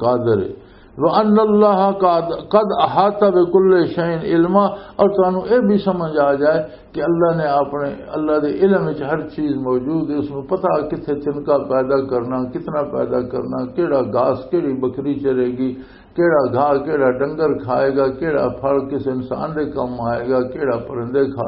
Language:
Western Panjabi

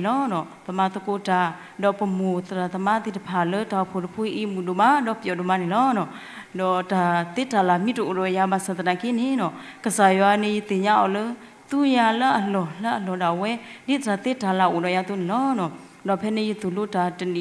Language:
S'gaw Karen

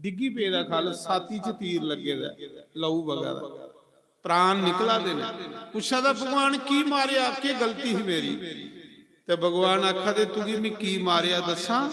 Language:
Dogri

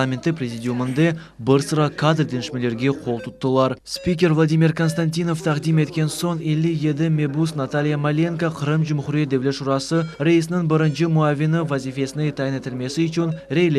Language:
Crimean Tatar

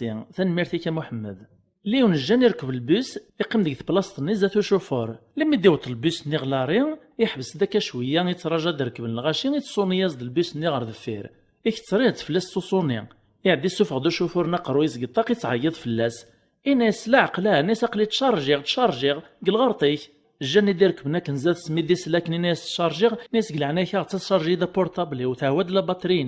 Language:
Kabyle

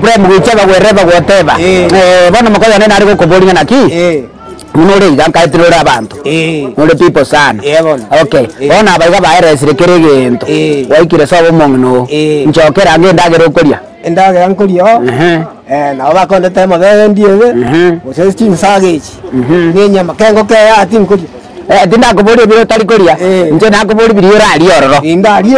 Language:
Gusii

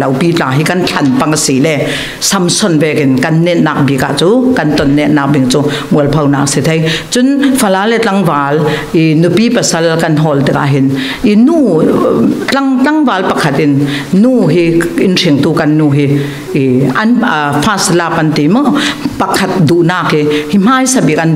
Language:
Falam Chin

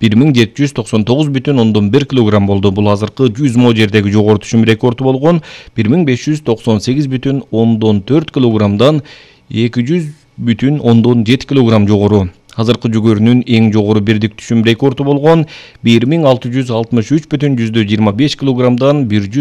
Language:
Kyrgyz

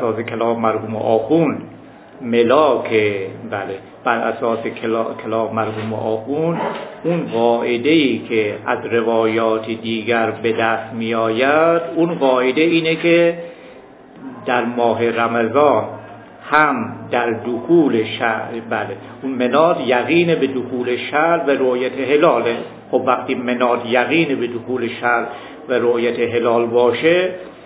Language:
Persian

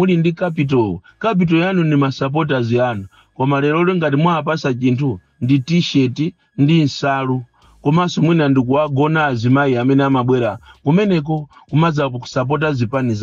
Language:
Nyanja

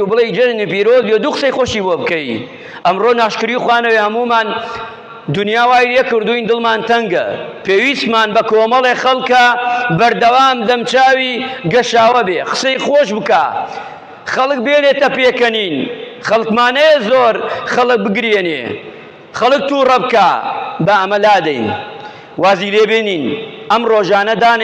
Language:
Central Kurdish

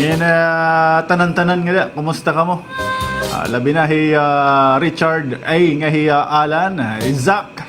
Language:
Waray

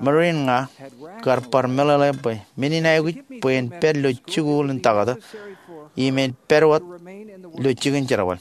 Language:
Marshallese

